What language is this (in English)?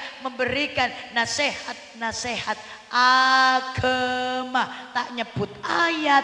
Madurese